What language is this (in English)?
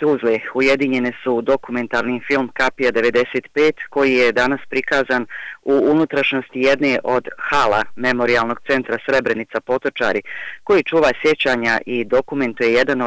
Bosnian